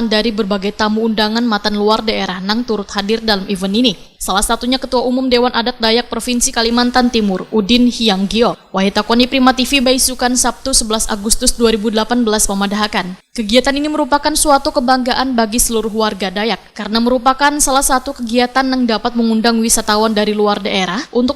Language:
Banjar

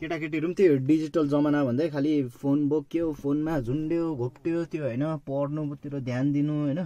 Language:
Nepali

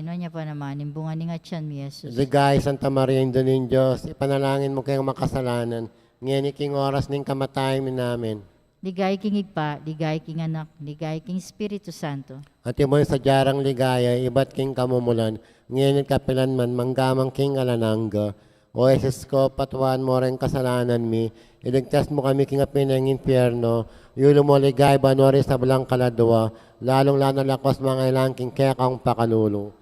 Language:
Pampanga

